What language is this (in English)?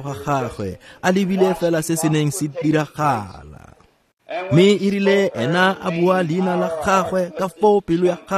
Tswana